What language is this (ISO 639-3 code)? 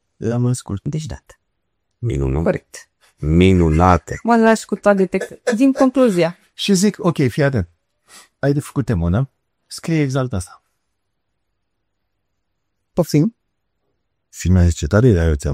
ron